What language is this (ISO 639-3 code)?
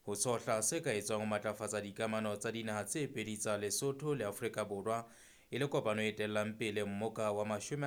sot